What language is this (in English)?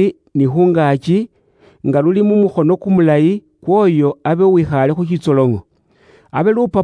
Luyia